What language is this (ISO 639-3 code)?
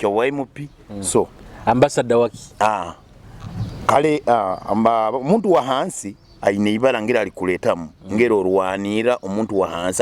nyo